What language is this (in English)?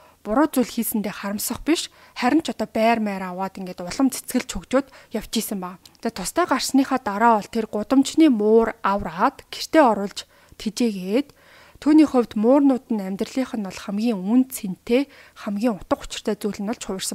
Mongolian